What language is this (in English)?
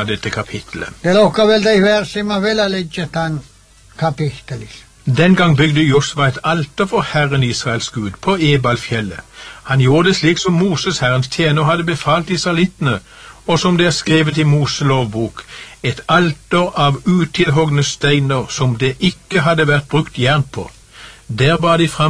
Norwegian